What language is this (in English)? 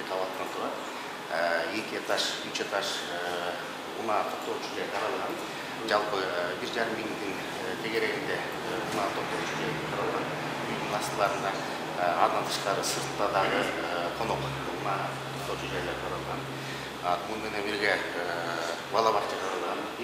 Kyrgyz